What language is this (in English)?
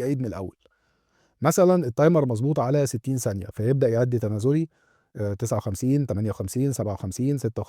Egyptian Arabic